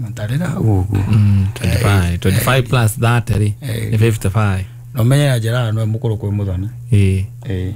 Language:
Kikuyu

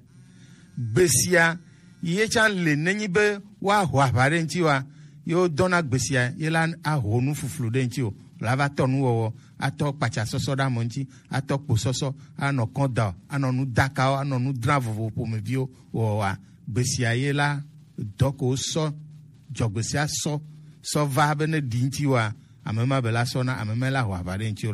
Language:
Gen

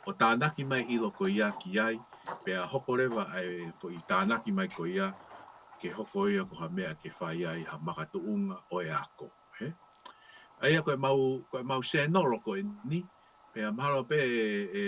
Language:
Tongan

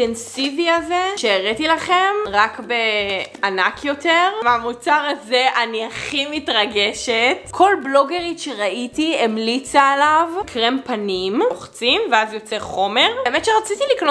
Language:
Hebrew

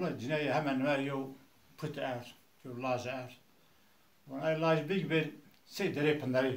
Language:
Zaza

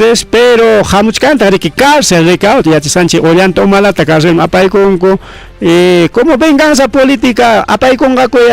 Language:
Ayacucho Quechua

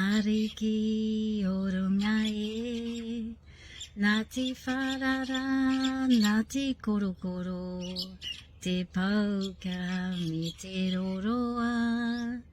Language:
Māori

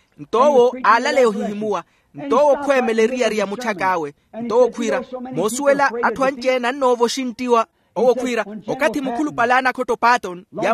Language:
Makhuwa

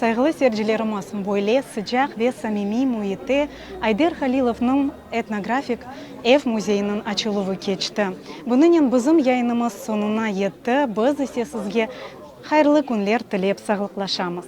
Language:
Crimean Tatar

